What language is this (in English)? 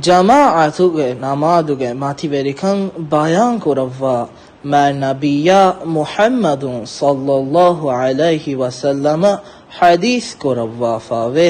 Divehi